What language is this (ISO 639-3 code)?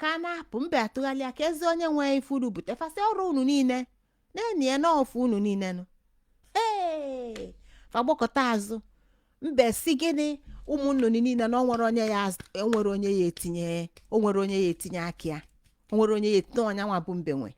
ibo